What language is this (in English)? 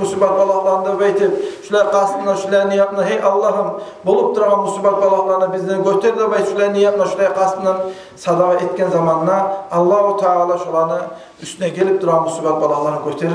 Kumyk